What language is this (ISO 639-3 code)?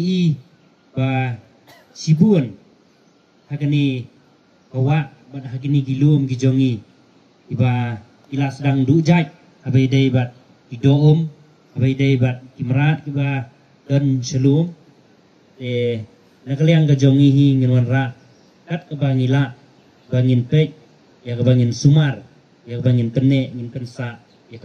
kha